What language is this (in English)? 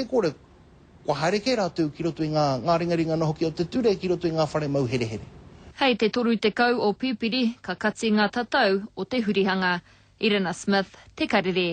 Māori